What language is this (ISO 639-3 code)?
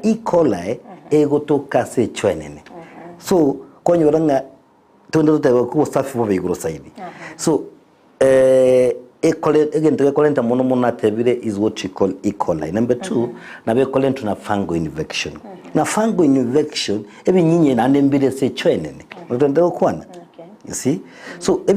guz